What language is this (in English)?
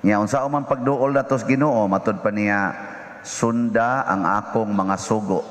Cebuano